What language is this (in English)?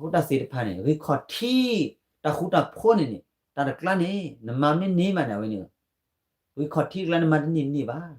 S'gaw Karen